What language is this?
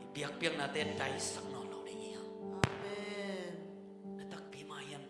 Tedim Chin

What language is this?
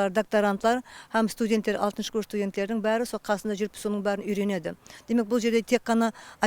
Kara-Kalpak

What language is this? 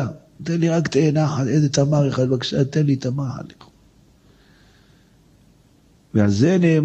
Hebrew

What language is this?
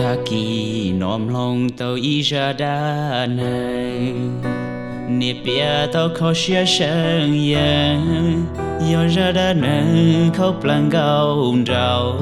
Hmong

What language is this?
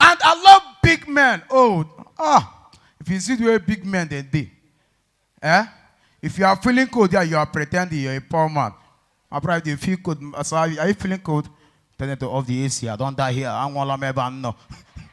Nigerian Pidgin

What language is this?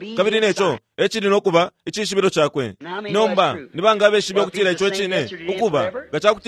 Bemba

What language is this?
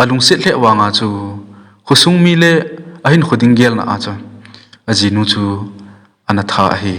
Thado Chin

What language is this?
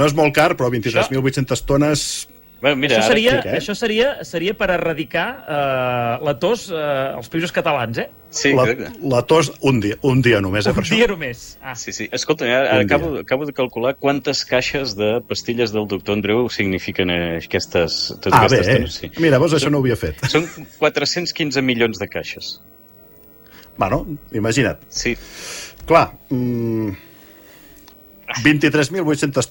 Catalan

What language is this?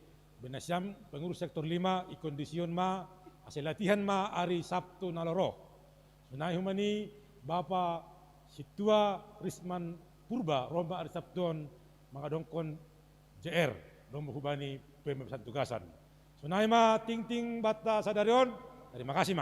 Batak Simalungun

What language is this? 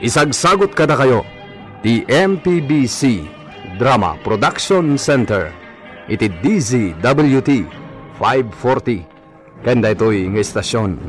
Iloko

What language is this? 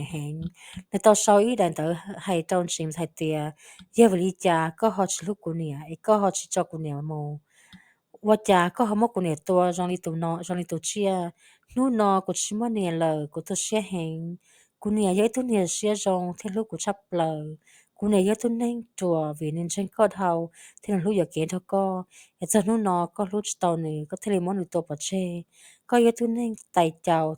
Hmong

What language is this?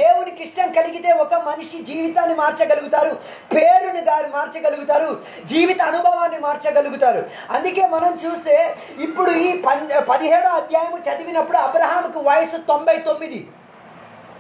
Telugu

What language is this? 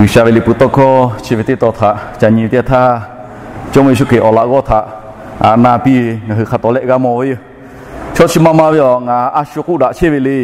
Lahu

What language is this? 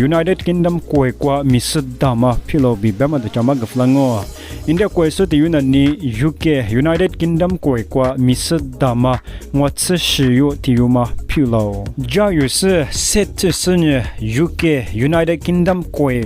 Lisu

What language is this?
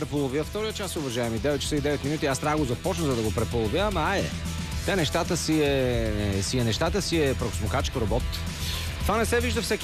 Bulgarian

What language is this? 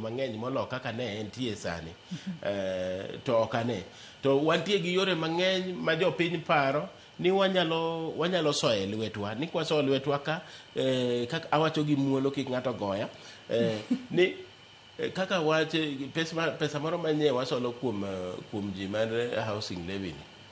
Luo (Kenya and Tanzania)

